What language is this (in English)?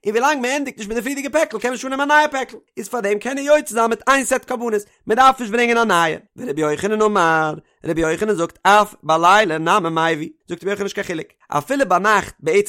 Yiddish